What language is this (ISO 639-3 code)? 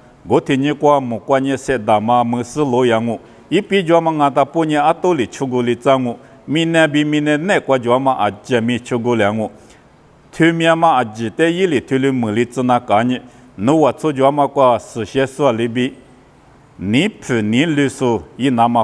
lis